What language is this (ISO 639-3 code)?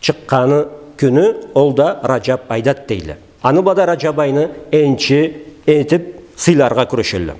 krc